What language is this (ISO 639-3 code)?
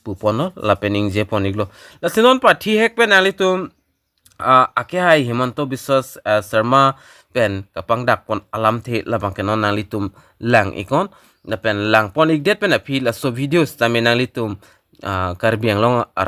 mjw